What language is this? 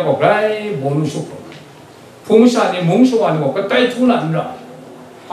Kachin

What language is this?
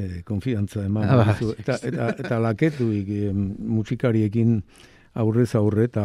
Basque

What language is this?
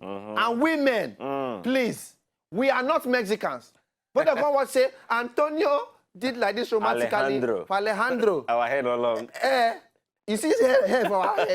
Nigerian Pidgin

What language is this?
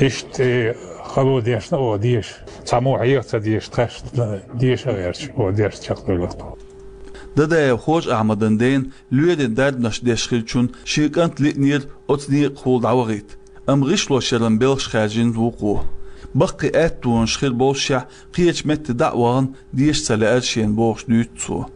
Chechen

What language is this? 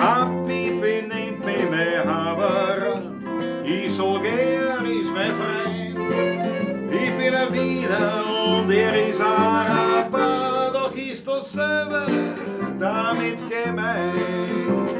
Bavarian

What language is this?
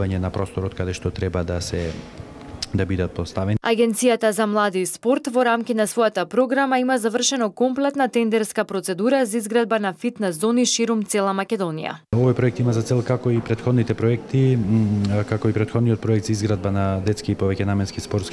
Macedonian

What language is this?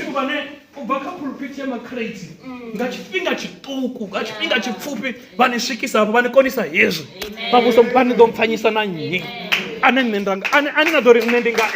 Venda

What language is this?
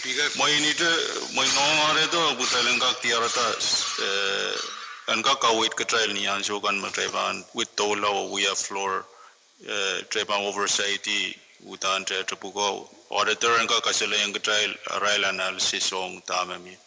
Pohnpeian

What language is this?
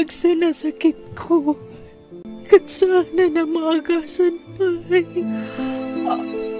Iloko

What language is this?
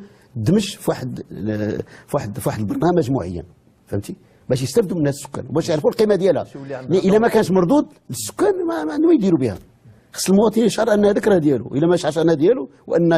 Moroccan Arabic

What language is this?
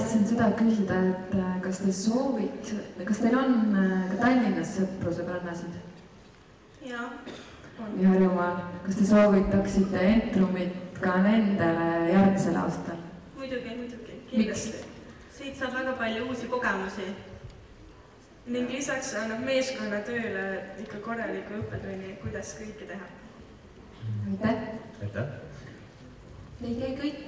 Estonian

